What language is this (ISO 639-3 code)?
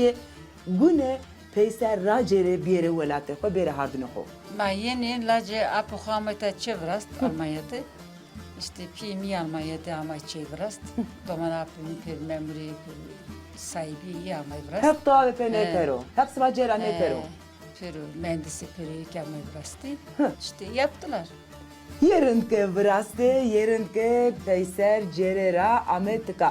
zza